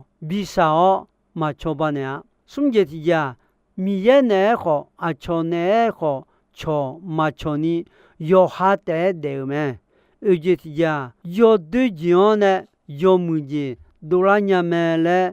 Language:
Akha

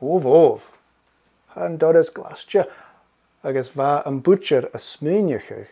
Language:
Scottish Gaelic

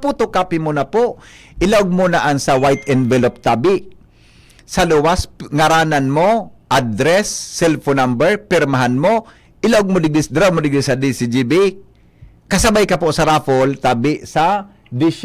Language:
Bikol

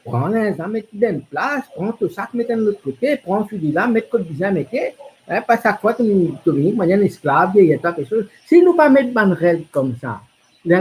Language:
Morisyen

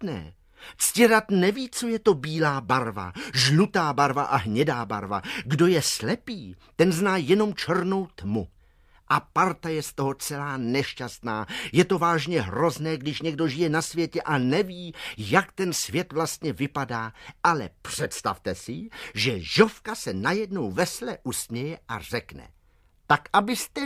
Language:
Czech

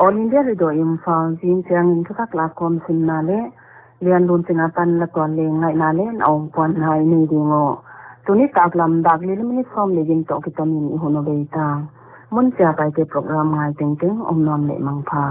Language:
Paite Chin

